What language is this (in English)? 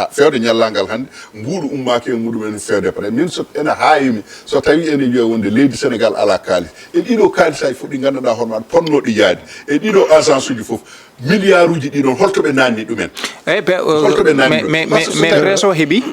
Fula